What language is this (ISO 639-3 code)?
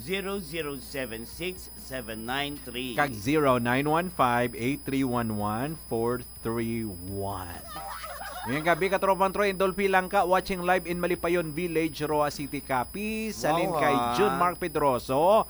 hil